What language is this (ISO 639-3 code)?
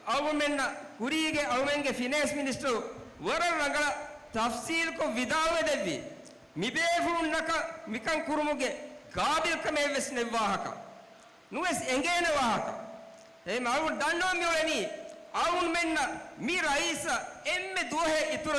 div